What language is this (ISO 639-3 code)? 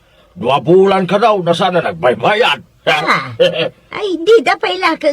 ilo